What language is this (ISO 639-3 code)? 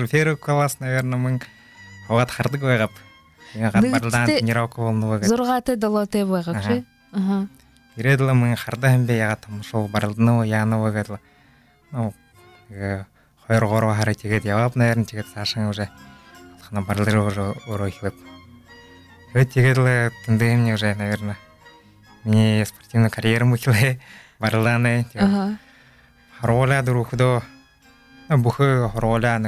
bua